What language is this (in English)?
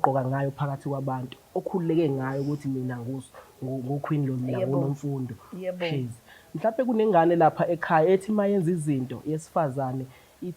Zulu